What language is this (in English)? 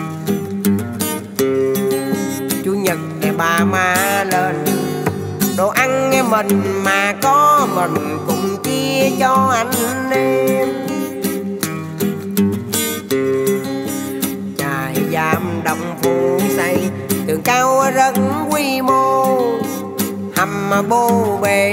Vietnamese